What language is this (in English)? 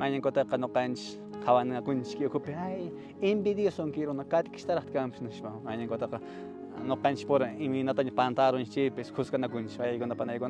Quechua